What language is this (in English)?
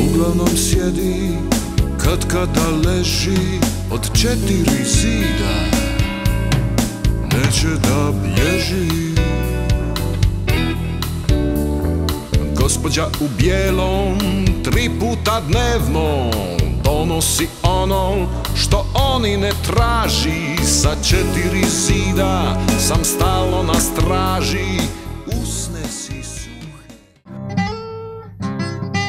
Croatian